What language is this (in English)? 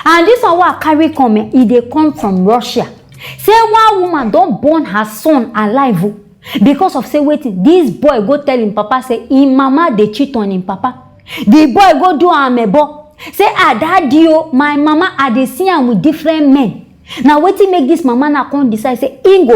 Nigerian Pidgin